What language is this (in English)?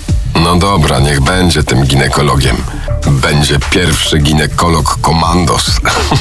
Polish